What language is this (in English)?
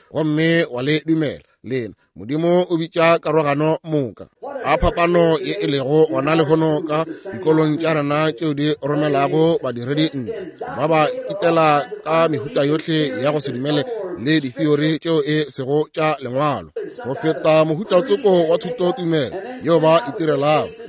Northern Sotho